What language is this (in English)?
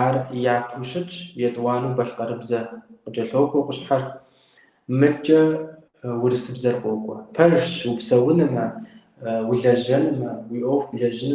Kabardian